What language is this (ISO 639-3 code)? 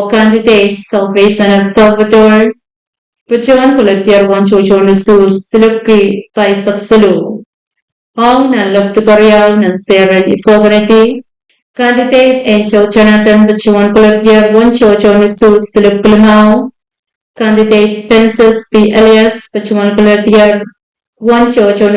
pon